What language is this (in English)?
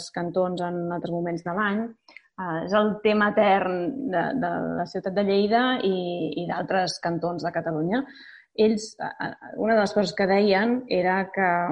Catalan